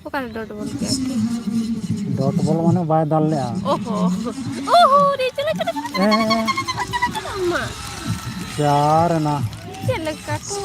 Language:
Santali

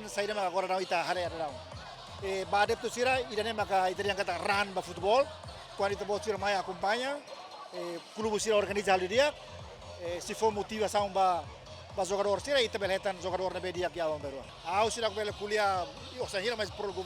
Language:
Tetum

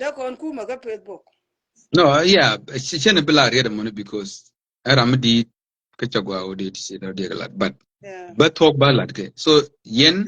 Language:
Nuer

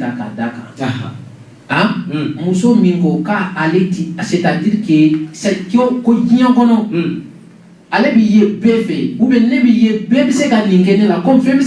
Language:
Bambara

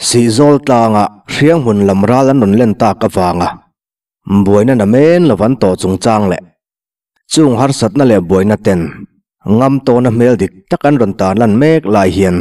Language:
Mizo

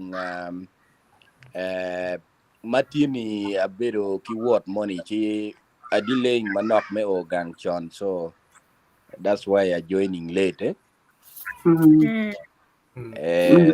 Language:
Acoli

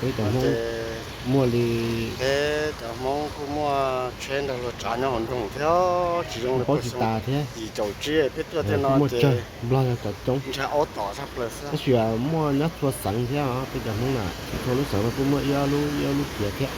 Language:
Hmong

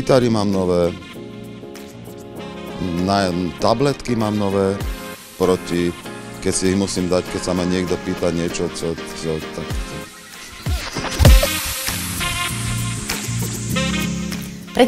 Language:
Slovak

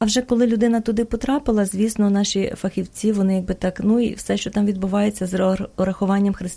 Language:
Ukrainian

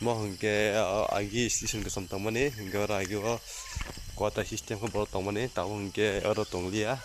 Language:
Kok Borok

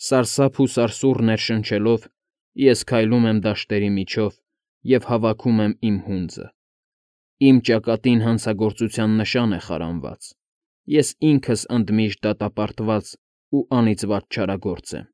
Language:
Armenian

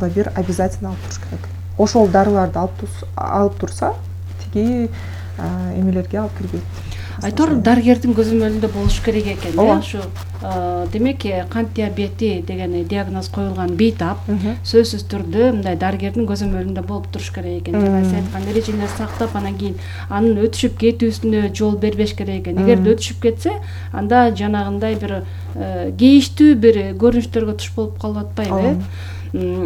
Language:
Kyrgyz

